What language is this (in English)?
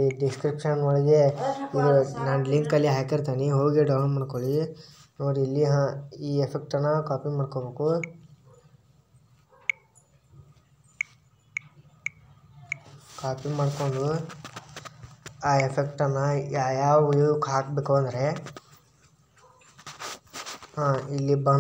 Kannada